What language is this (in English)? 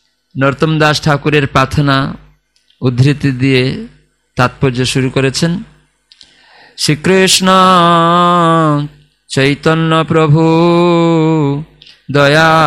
Bangla